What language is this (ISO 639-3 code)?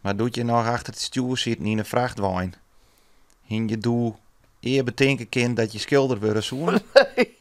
fry